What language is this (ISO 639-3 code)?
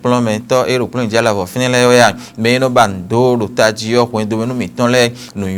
fon